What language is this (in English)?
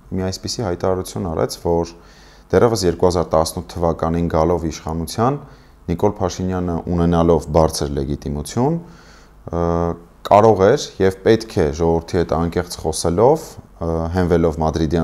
Armenian